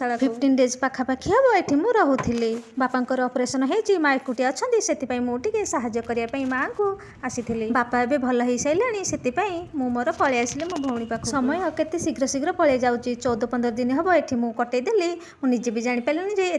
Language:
Odia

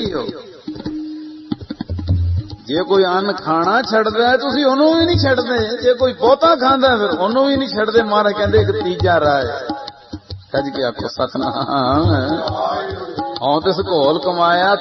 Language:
Punjabi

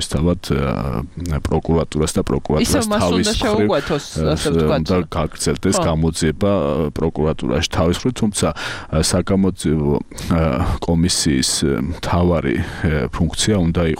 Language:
Georgian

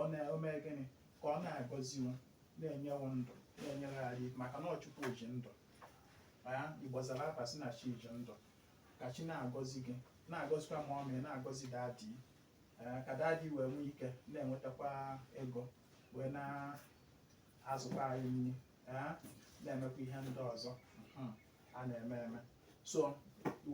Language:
Igbo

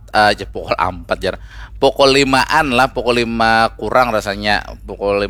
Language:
Banjar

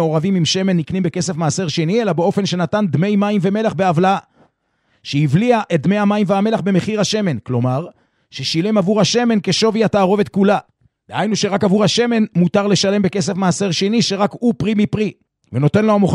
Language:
Hebrew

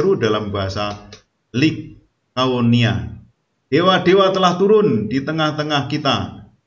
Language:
Indonesian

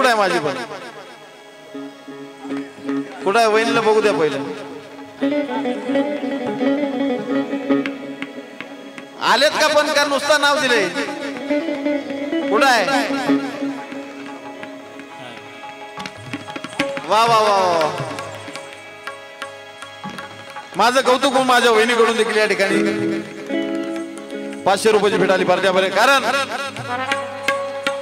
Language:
Marathi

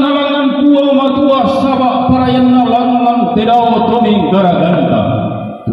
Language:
Toraja-Sa'dan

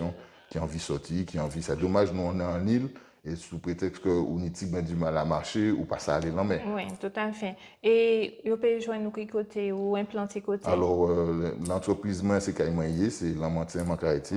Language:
Guadeloupean Creole French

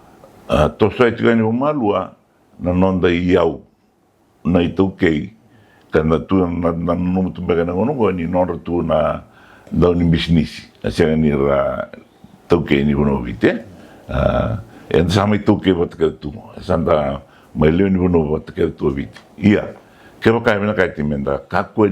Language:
Fijian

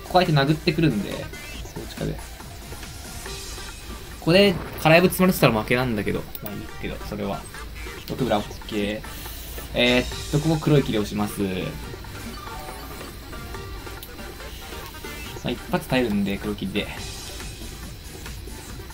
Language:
Japanese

